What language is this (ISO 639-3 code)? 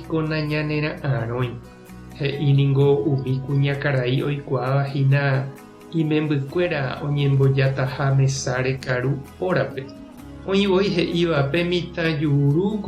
grn